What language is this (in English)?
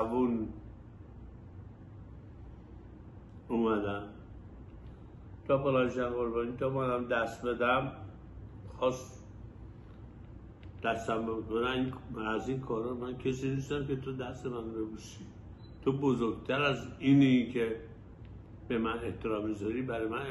Persian